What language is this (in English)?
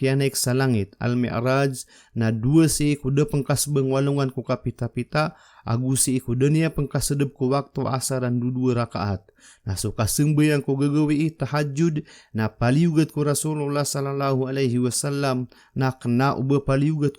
Maranao